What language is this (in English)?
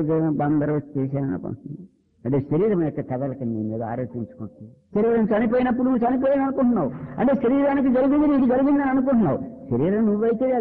Telugu